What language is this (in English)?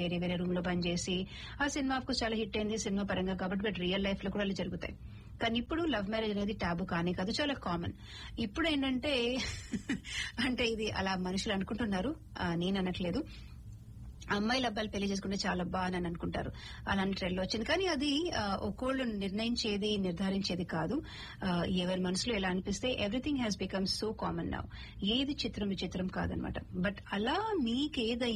Telugu